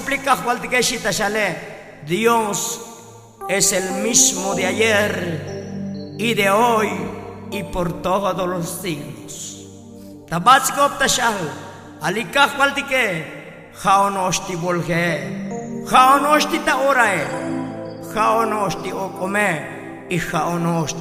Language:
Tzotzil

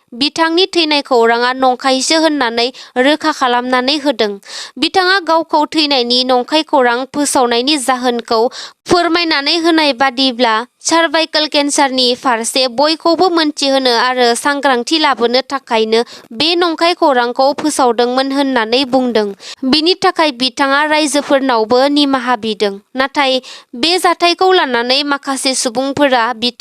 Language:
Bodo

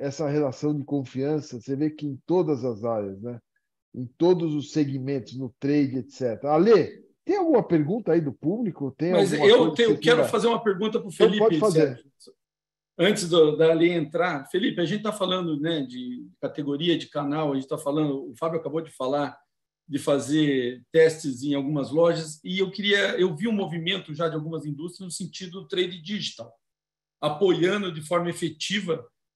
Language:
Portuguese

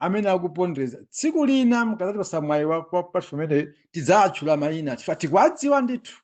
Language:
Nyanja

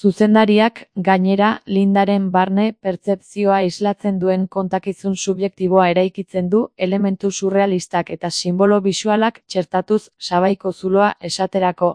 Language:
Basque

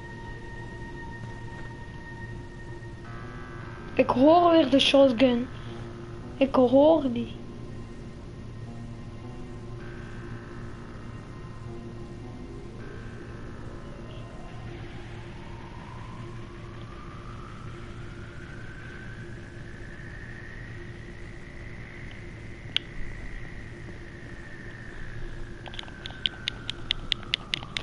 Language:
Dutch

